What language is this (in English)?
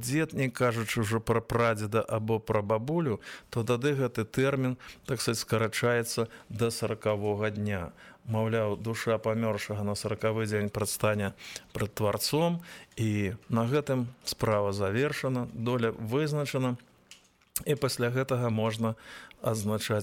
Belarusian